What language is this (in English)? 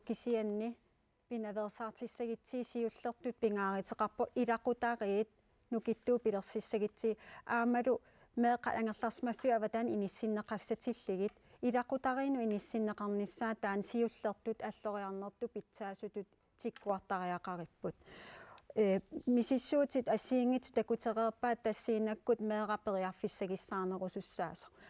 Kalaallisut